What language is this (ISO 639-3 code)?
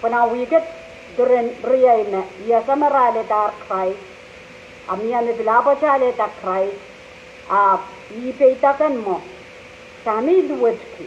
pon